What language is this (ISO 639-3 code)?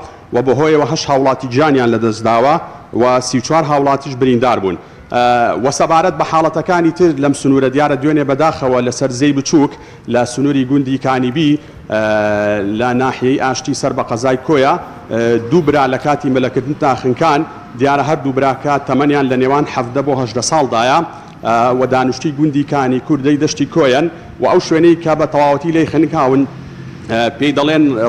ckb